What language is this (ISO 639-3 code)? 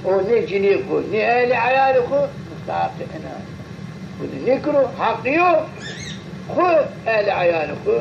zza